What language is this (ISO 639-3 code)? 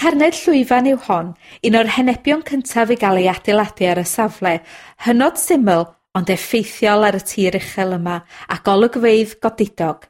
cym